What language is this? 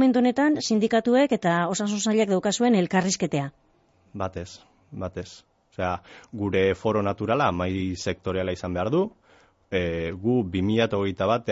Basque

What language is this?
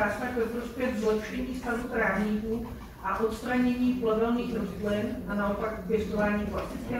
Czech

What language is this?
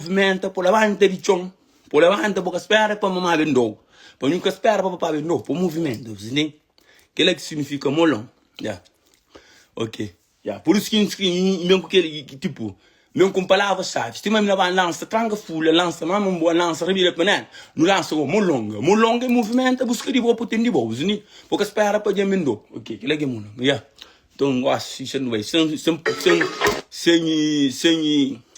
Kabuverdianu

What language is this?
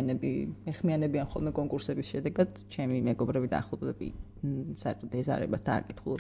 Georgian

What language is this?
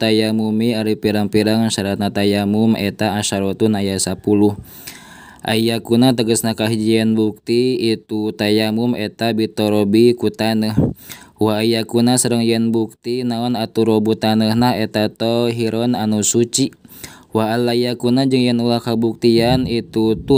Sundanese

